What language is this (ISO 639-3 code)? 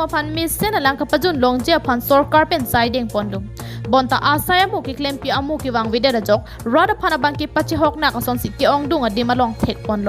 mjw